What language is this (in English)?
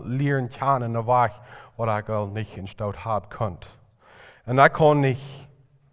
Plautdietsch